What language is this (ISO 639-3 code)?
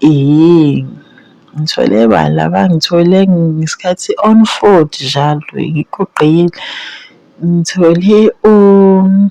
zul